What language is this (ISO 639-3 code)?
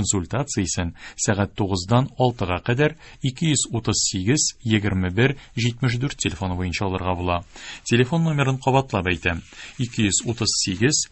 tat